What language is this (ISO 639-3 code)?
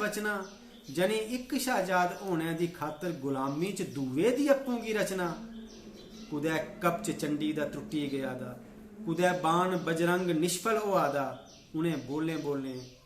doi